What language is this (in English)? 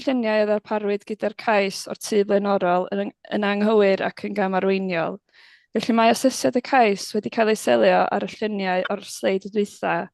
Welsh